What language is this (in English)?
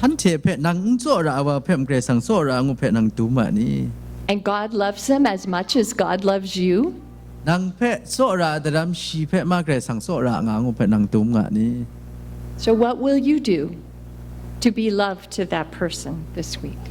Kachin